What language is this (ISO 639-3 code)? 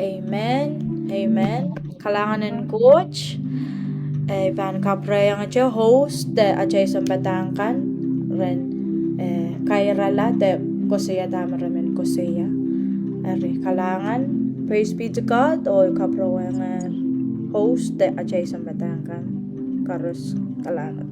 pon